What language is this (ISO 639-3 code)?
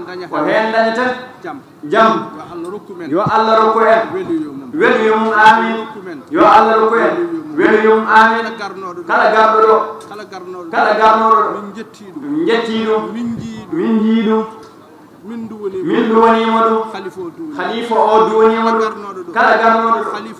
ful